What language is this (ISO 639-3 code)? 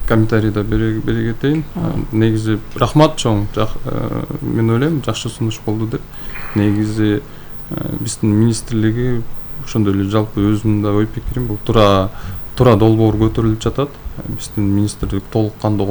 kir